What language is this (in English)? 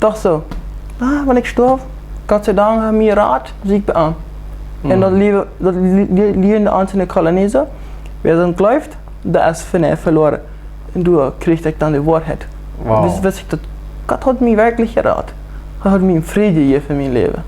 Plautdietsch